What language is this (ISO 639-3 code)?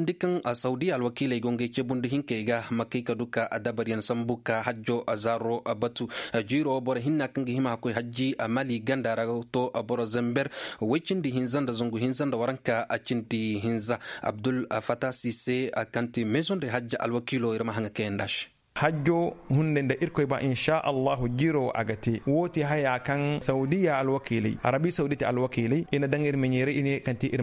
dje